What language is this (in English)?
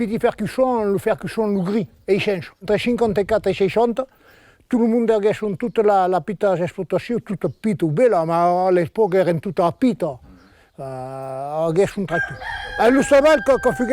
Occitan